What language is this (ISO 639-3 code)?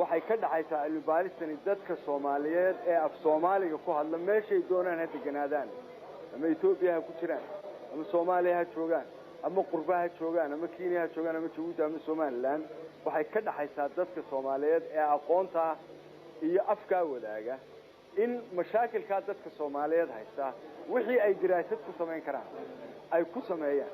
som